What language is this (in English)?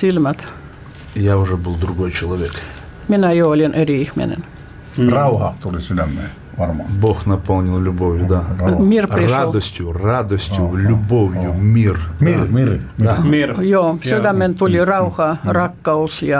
Finnish